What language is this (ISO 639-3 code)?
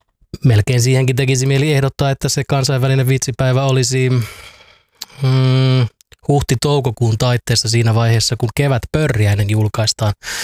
fin